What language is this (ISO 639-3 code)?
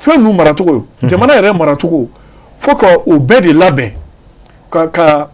bam